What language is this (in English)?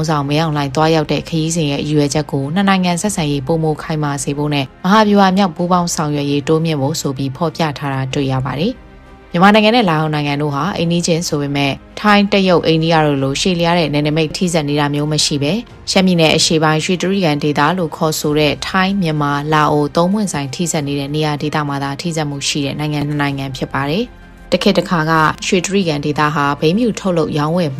Burmese